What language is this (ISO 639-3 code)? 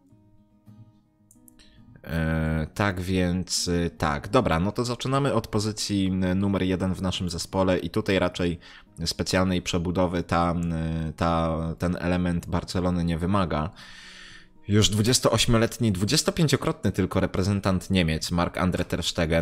pol